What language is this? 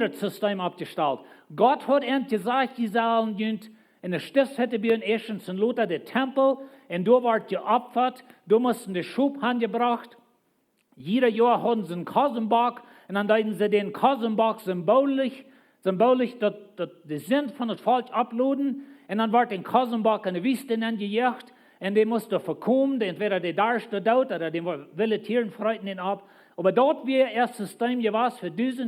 Plautdietsch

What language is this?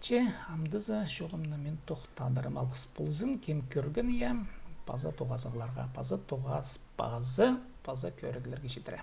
Khakas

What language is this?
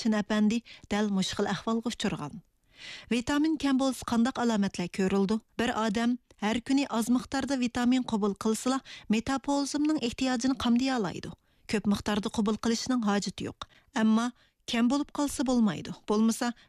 Uyghur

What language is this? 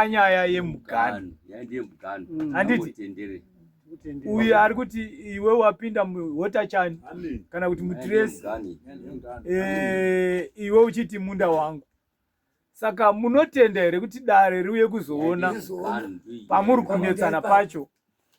Shona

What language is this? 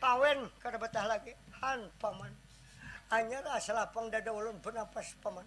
Banjar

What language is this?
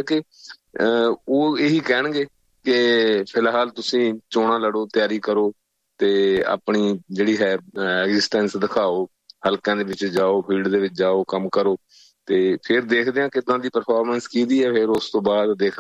Punjabi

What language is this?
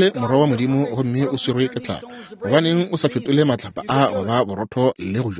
Northern Sotho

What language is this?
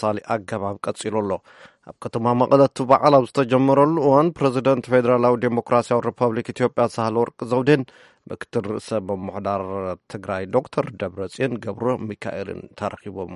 Tigrinya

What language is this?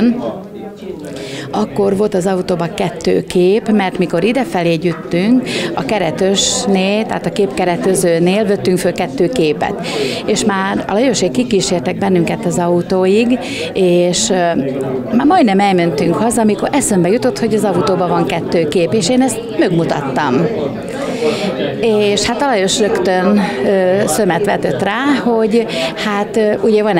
Hungarian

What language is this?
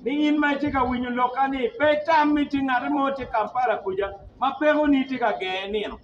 Acoli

